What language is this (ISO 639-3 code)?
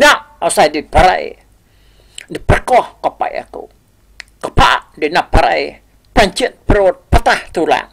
iba